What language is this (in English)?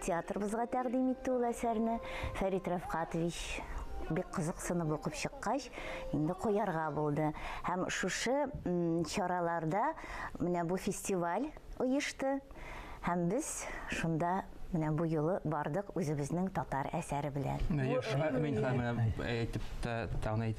Tatar